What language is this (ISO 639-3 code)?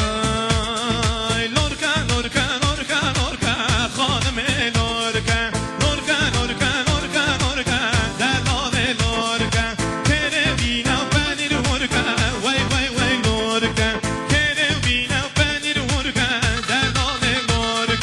kur